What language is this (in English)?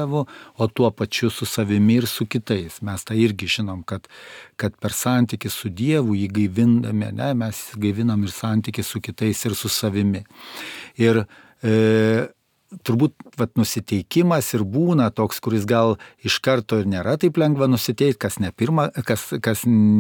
Lithuanian